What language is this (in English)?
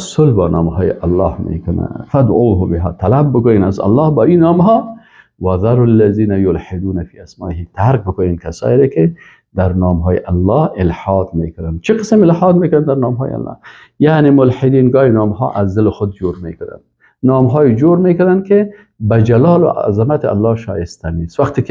Persian